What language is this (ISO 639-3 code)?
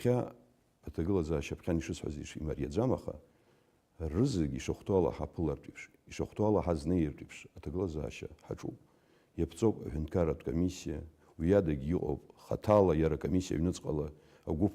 abk